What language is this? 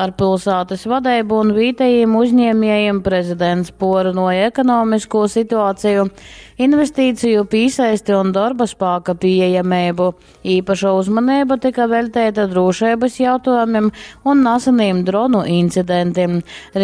Latgalian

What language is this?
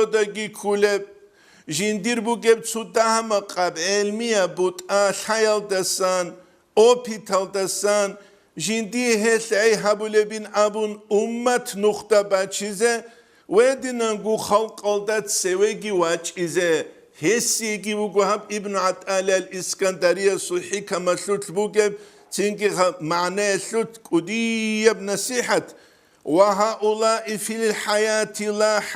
Avaric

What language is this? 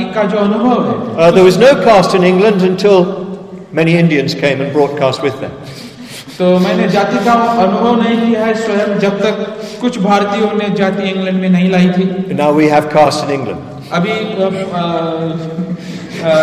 Hindi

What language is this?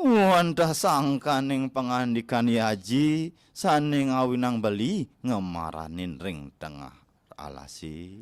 Balinese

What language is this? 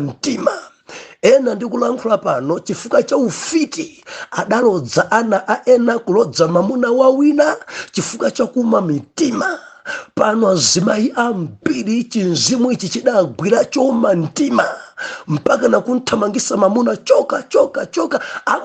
Nyanja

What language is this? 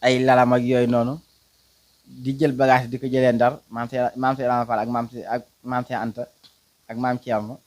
Wolof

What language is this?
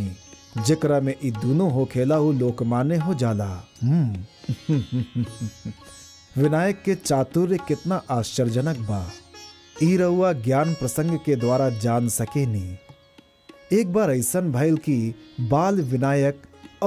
Bhojpuri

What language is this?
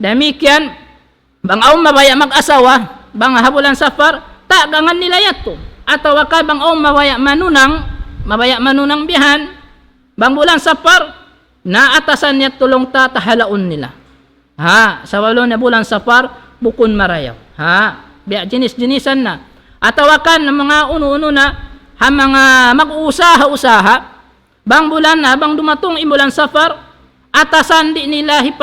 Tausug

